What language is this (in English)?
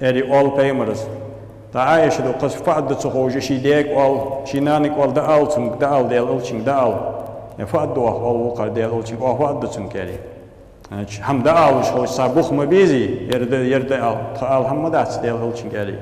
Ingush